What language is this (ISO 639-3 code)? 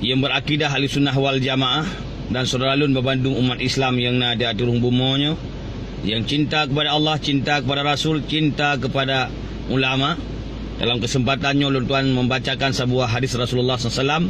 ace